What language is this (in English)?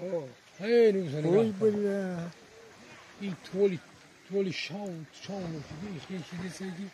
Tajik